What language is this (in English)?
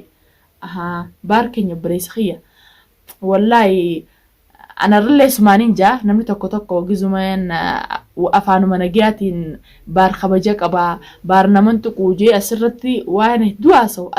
Oromo